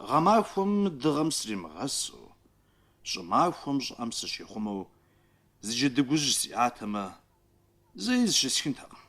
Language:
Kabardian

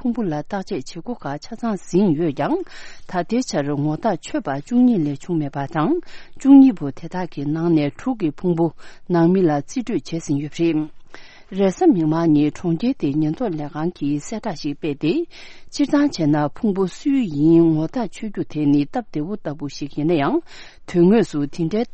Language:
Tibetan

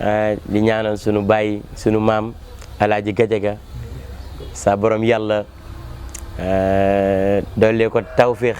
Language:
Wolof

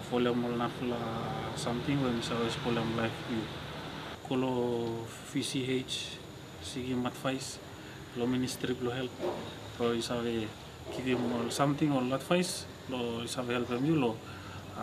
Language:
Bislama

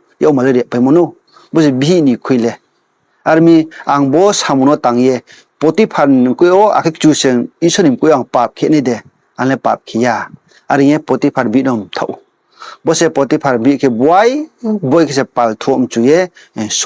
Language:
Riang (India)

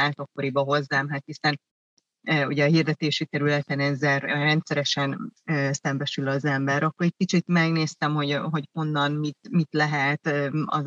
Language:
Hungarian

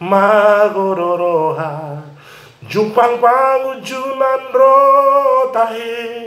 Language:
Batak Toba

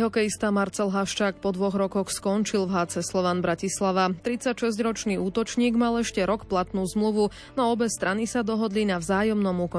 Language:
Slovak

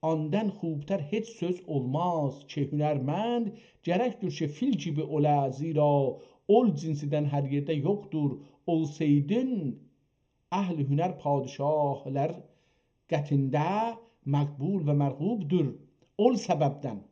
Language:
South Azerbaijani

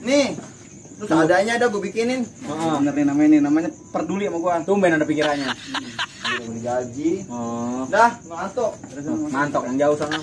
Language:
Betawi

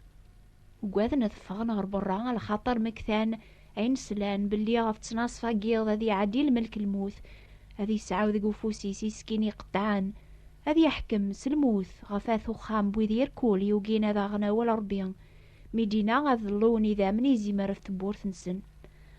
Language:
Kabyle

